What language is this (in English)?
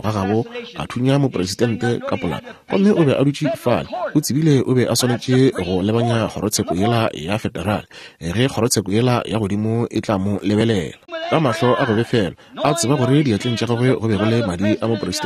Northern Sotho